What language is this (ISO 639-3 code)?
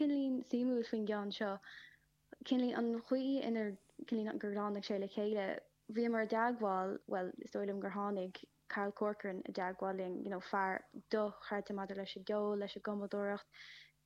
gle